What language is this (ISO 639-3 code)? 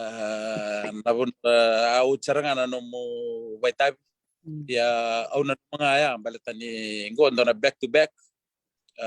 fij